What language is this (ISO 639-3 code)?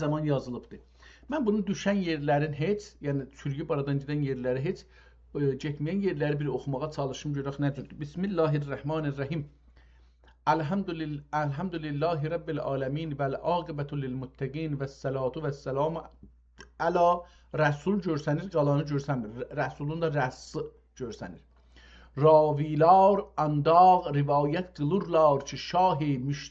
azb